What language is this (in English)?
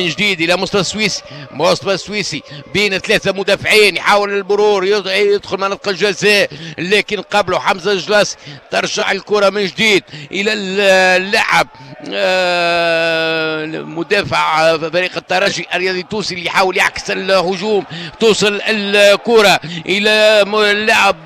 Tunisian Arabic